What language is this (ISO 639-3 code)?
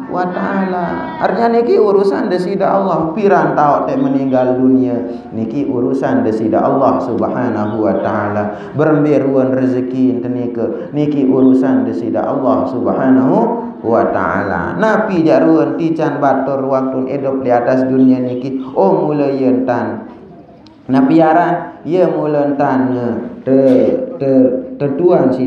sas